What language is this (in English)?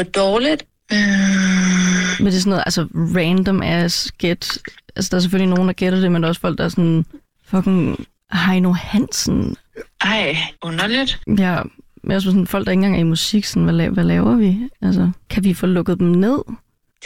Danish